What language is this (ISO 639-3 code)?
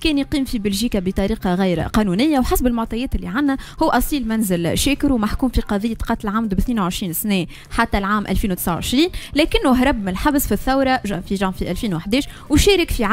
aeb